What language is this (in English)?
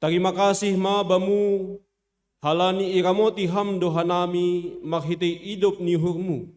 Batak Simalungun